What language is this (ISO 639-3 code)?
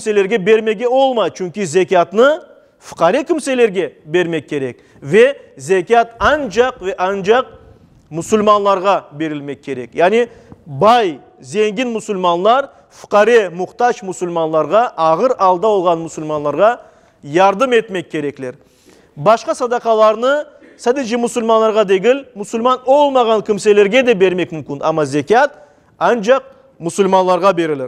crh